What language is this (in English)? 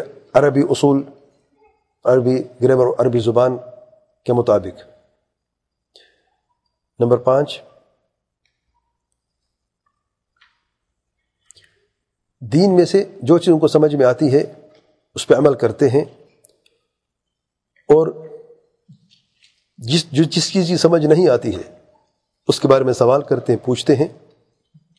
Urdu